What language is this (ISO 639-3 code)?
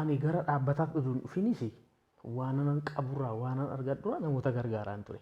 orm